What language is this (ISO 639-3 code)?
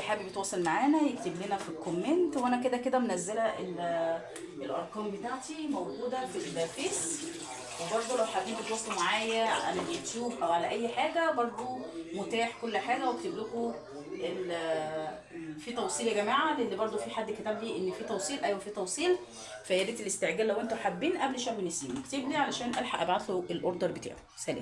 arz